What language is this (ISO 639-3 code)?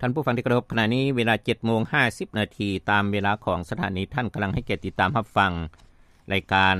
lao